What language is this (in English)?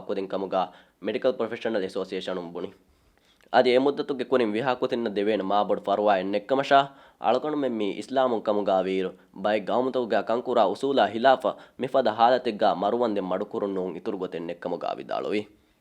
Divehi